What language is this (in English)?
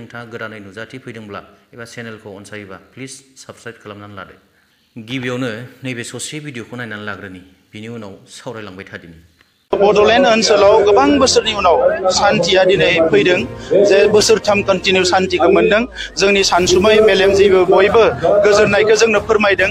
Bodo